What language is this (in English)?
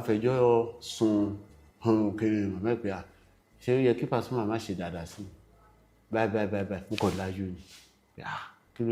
Yoruba